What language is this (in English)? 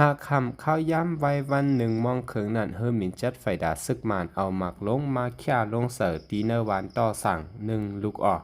Shan